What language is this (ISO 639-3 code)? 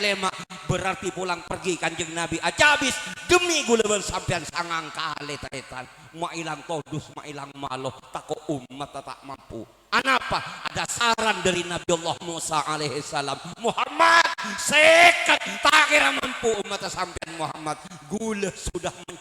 mad